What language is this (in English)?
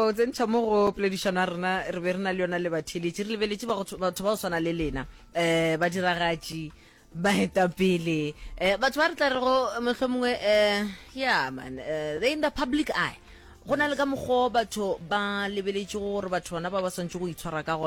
Northern Sotho